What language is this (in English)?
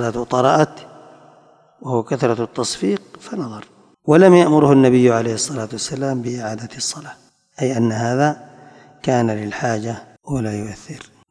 Arabic